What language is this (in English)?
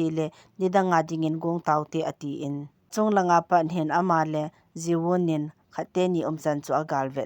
Thado Chin